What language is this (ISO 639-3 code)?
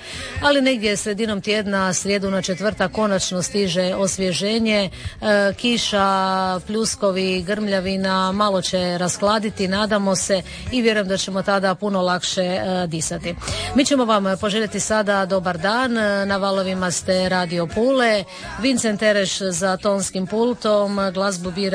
hrv